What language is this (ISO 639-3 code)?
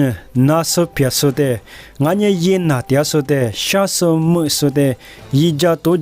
lis